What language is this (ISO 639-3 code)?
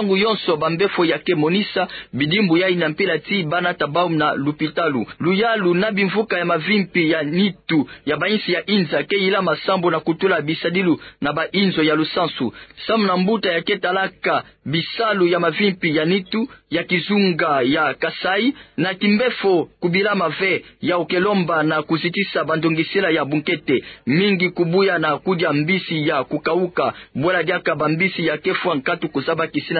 ktu